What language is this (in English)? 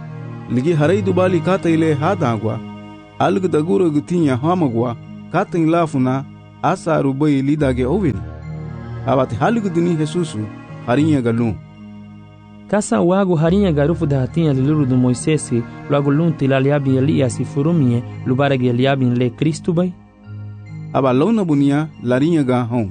Garifuna